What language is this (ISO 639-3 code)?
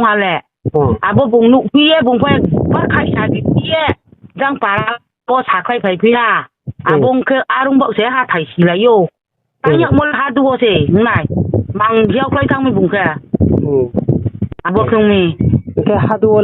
ria